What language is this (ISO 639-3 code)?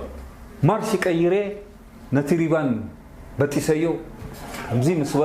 tir